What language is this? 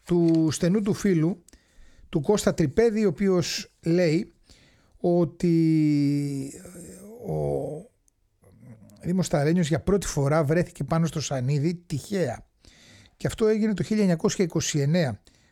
Greek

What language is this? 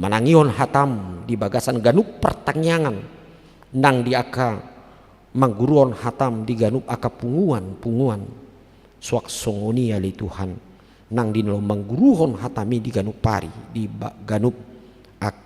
Batak Toba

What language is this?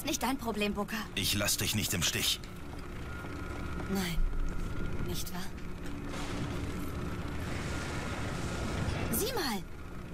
German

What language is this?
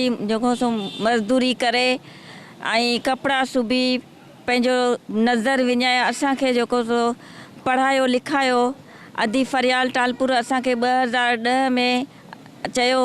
Sindhi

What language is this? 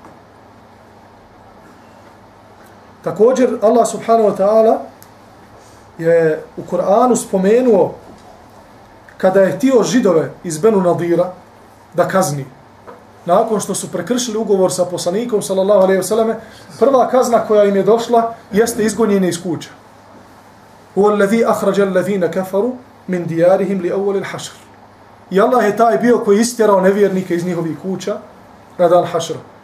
Bosnian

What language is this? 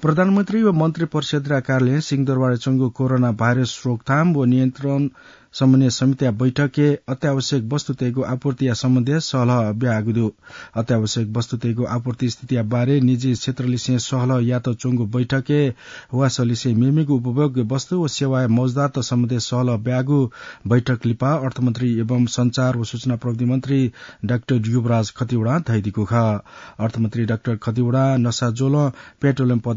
Newari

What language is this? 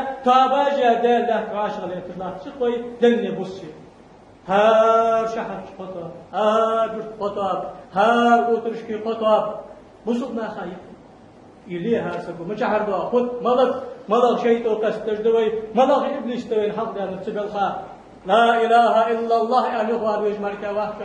Ingush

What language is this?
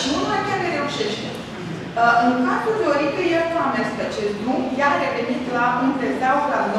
Romanian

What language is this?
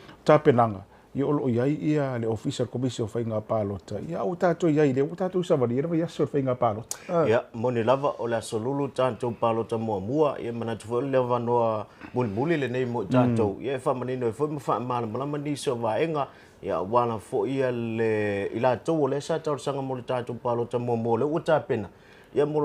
Samoan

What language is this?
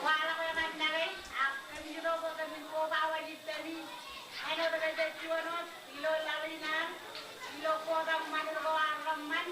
Marshallese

